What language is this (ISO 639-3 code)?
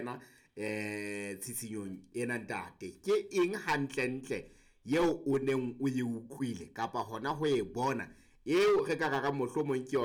sot